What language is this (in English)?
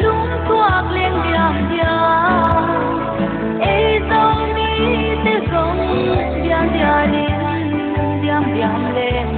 Paite Chin